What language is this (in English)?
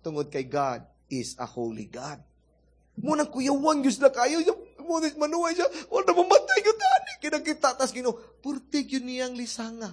Cebuano